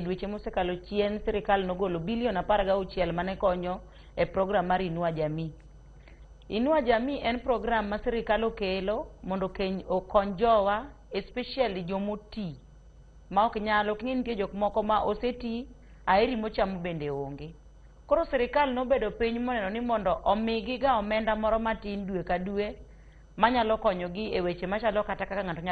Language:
Luo (Kenya and Tanzania)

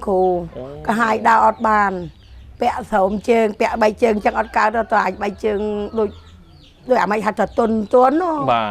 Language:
Khmer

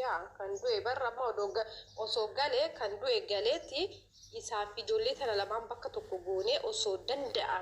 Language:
Oromo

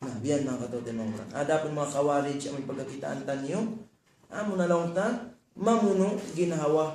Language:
Tausug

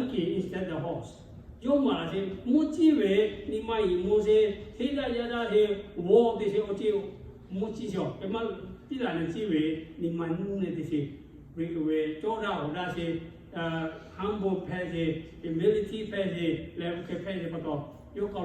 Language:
Lahu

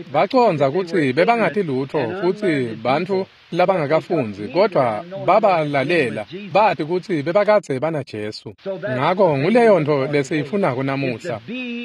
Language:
Swati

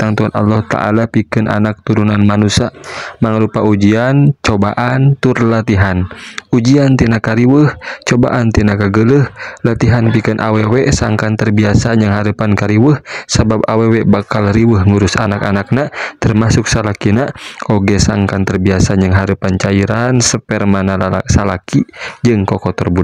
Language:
Sundanese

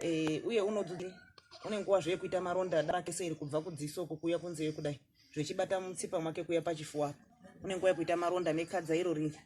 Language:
Shona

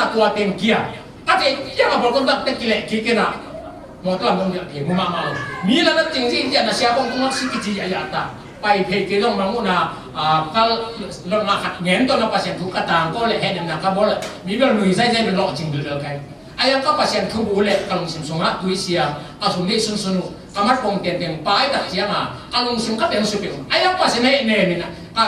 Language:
Tedim Chin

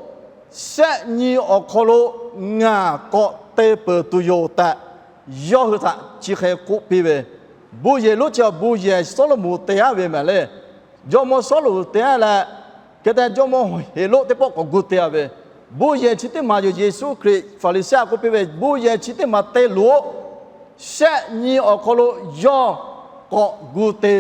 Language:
Lahu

